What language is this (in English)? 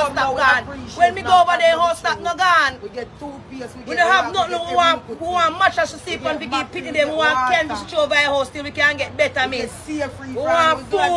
Jamaican Creole English